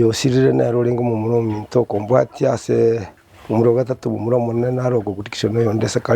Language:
Gusii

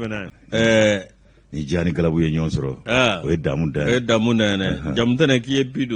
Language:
Bambara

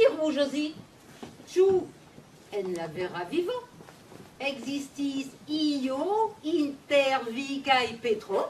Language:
Esperanto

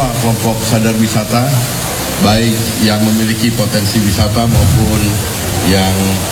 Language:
Indonesian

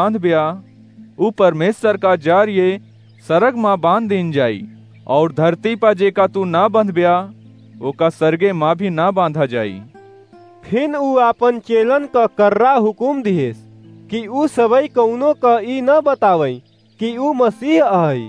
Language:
Awadhi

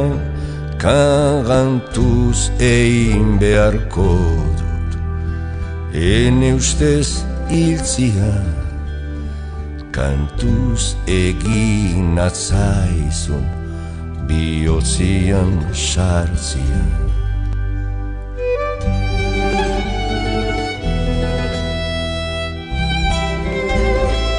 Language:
Basque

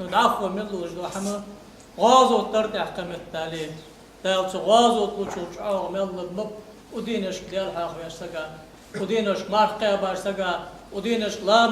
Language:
Ingush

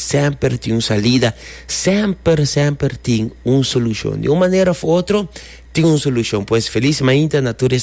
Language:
Papiamento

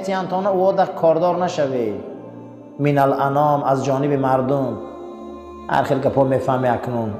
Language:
Tajik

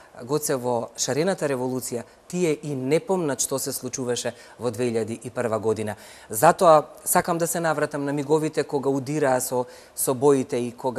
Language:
Macedonian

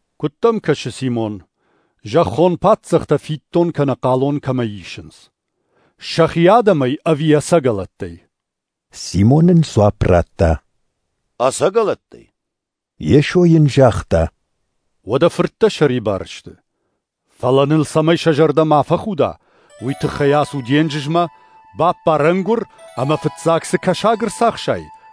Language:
Ossetic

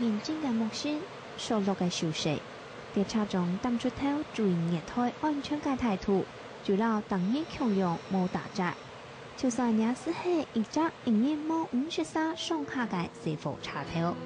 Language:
Hakka Chinese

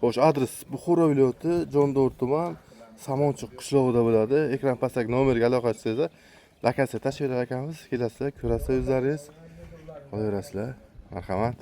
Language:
Uzbek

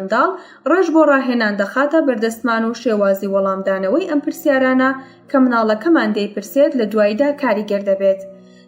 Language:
Central Kurdish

